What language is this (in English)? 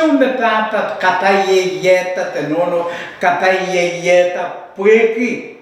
Pohnpeian